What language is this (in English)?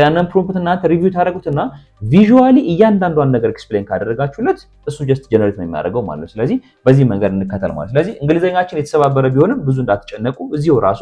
Amharic